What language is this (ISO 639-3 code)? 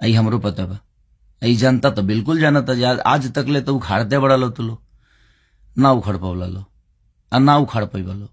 bho